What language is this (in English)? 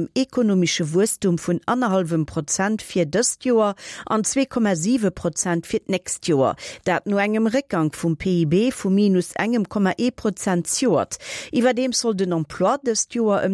Luxembourgish